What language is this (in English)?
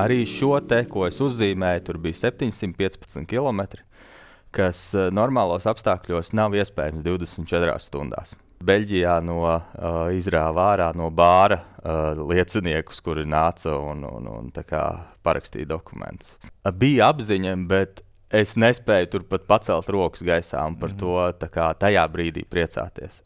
Latvian